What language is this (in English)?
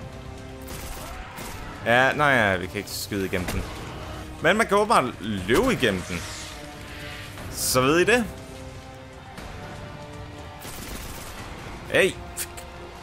Danish